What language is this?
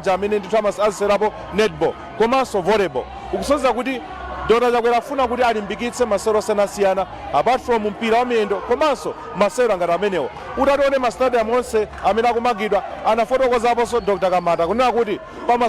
Nyanja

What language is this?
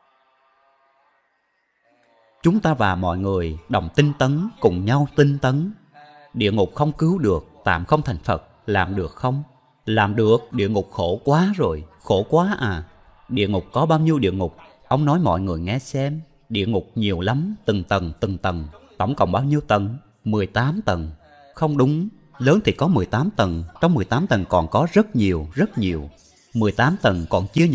Vietnamese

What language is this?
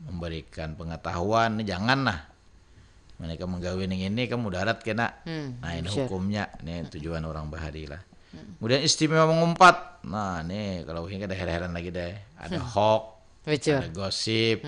Banjar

